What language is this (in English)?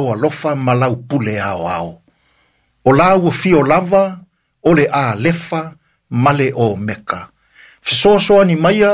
Samoan